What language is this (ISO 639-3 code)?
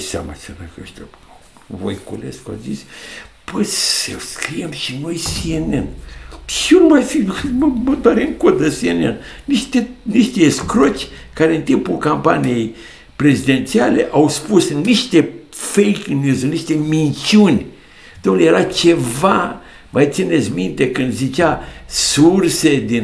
ron